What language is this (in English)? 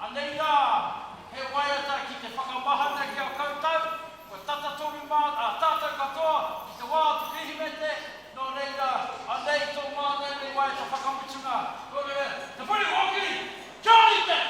Māori